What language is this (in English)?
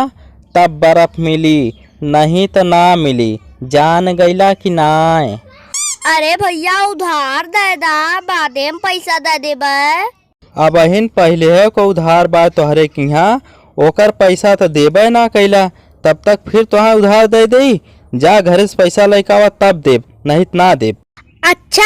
Bhojpuri